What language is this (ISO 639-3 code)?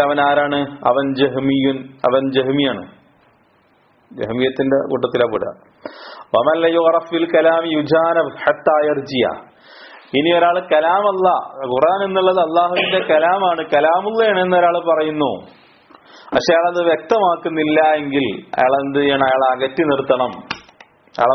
mal